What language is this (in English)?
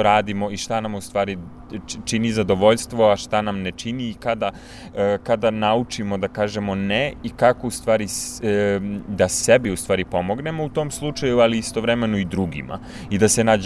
Serbian